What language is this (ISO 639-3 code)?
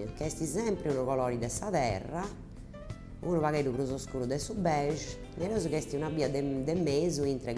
srd